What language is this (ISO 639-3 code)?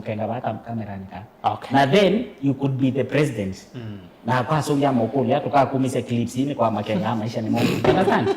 kam